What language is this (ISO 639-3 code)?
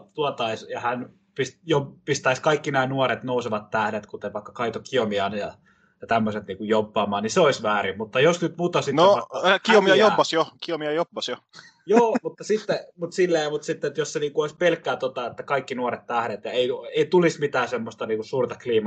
fin